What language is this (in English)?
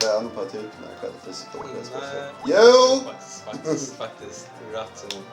Faroese